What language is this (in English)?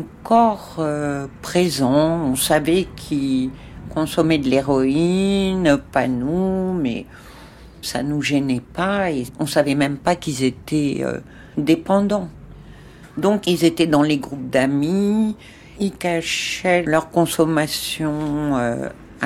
French